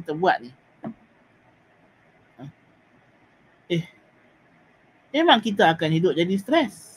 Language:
Malay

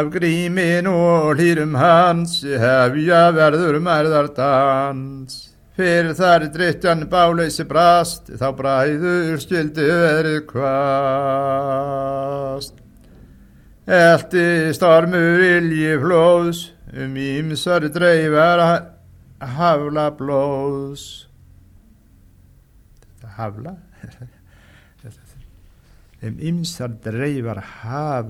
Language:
Icelandic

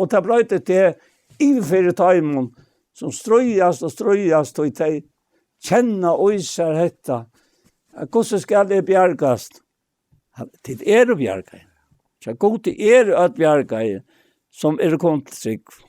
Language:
Faroese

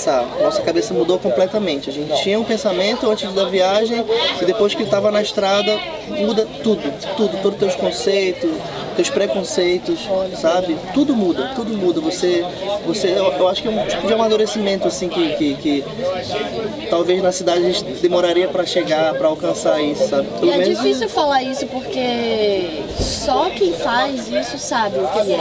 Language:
Portuguese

